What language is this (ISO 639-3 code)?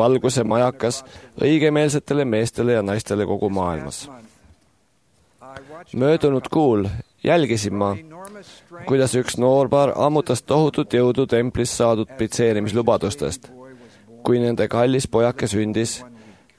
est